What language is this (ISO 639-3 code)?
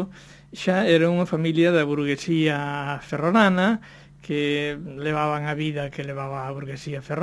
glg